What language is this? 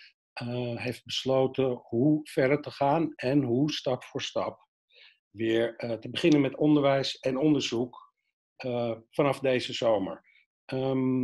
Dutch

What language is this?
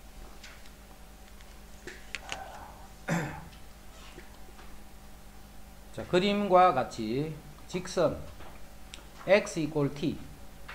Korean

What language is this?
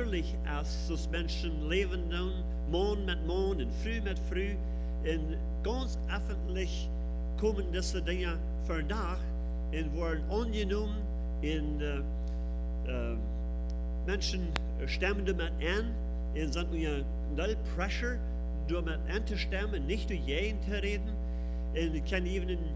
Plautdietsch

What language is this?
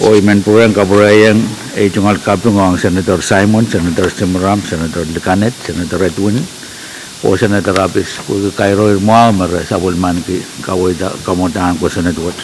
Pohnpeian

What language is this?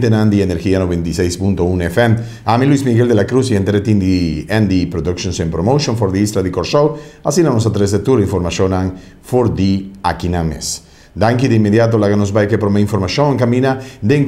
Papiamento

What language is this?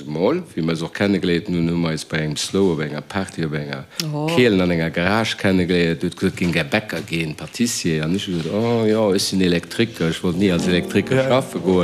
Luxembourgish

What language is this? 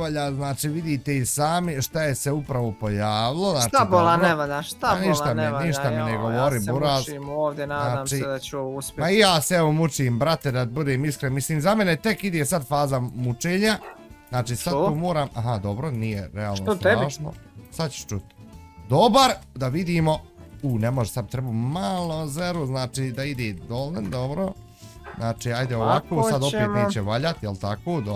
Bosnian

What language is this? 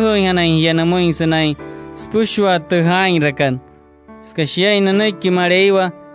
Wayuu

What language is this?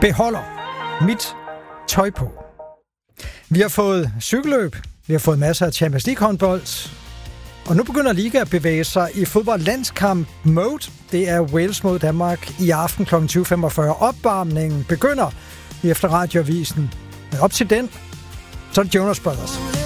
Danish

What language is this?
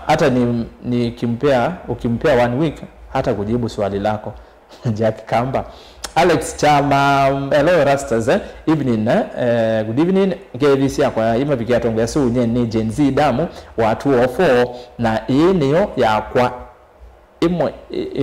Kamba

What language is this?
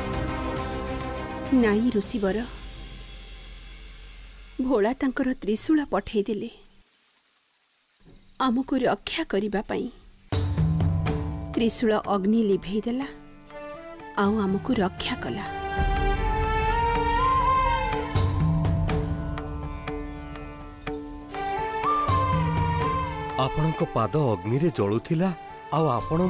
Odia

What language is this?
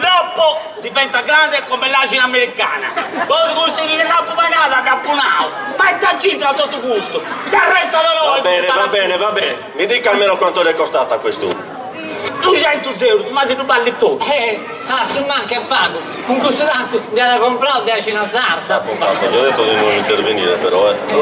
Sardinian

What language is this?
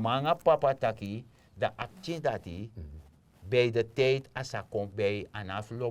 Sranan Tongo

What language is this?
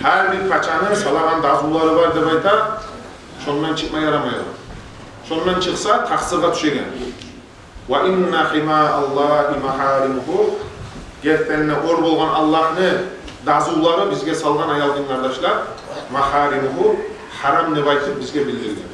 Kumyk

